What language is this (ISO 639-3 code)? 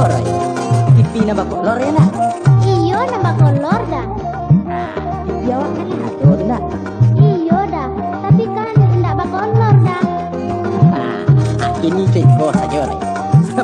min